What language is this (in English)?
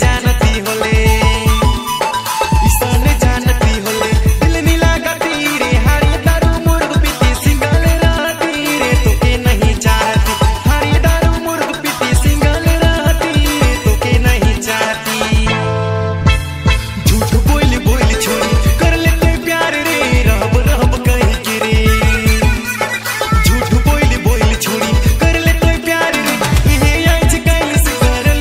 Bhojpuri